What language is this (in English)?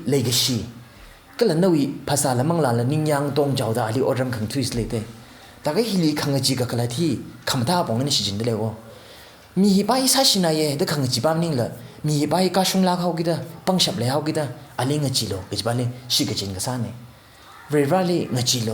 Tangkhul Naga (India)